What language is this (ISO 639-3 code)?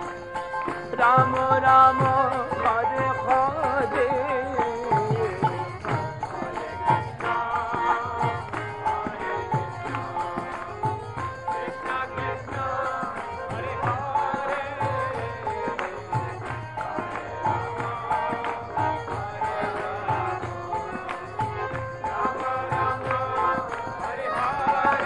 hin